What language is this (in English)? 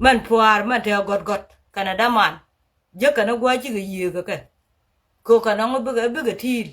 Nuer